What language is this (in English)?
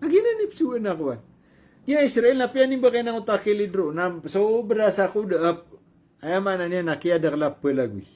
Maranao